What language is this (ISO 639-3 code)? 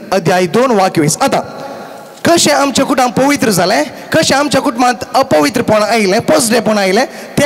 kok